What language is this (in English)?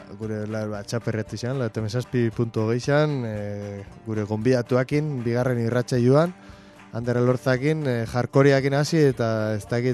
Basque